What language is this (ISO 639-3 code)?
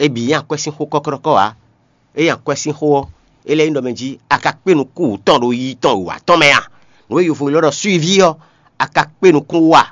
fon